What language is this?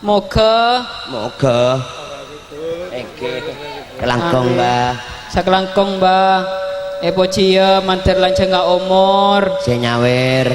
Madurese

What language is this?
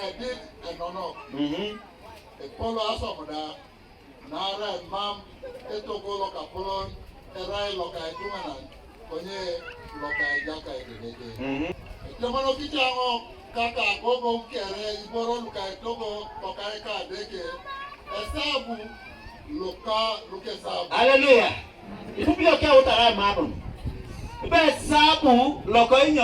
Teso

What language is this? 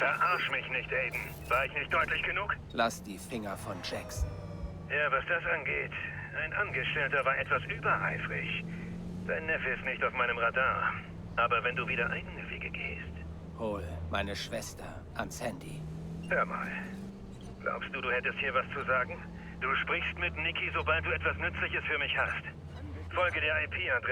Bavarian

